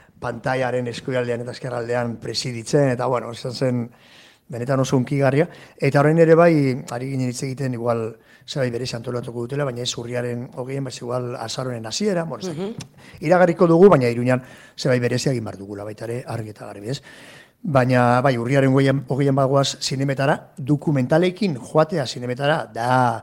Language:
Basque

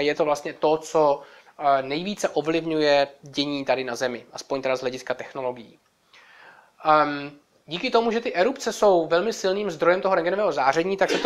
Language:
Czech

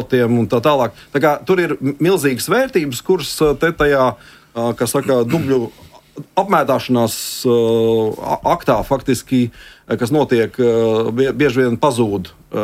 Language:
Latvian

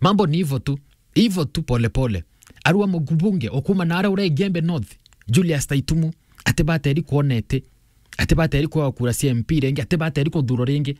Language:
Meru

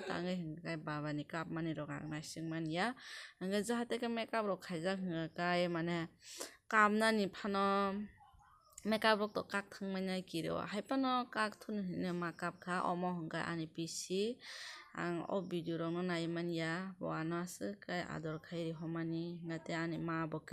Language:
Kok Borok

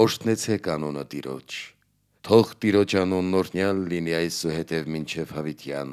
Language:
Armenian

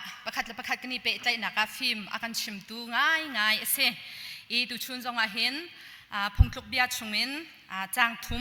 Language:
Hakha Chin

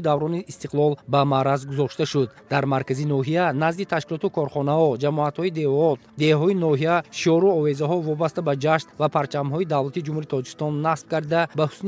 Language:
Tajik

